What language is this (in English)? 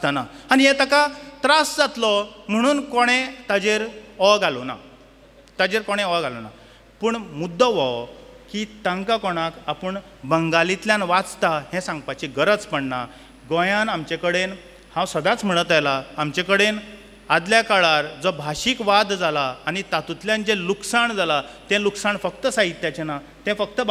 Konkani